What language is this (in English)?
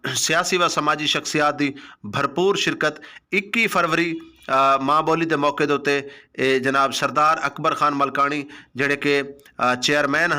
Saraiki